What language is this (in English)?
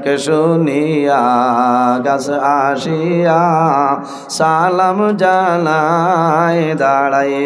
Sylheti